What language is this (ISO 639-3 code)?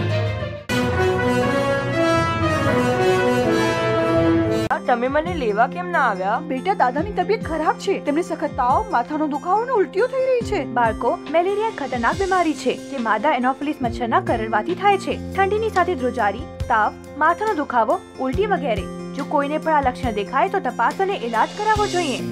guj